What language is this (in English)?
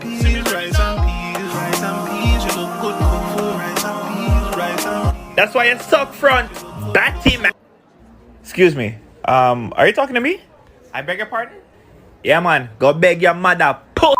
Jamaican Creole English